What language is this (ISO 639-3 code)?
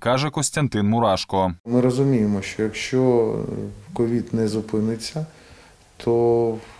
ukr